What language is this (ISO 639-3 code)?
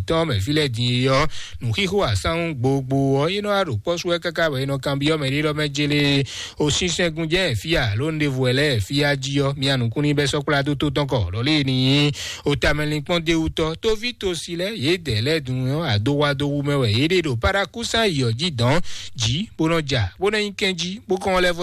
fon